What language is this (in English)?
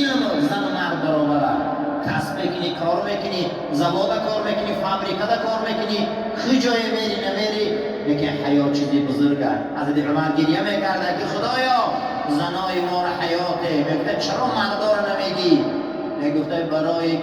Tajik